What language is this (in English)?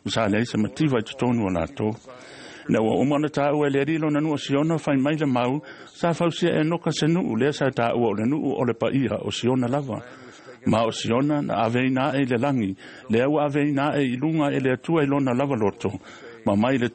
Samoan